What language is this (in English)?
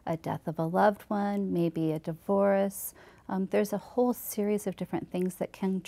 English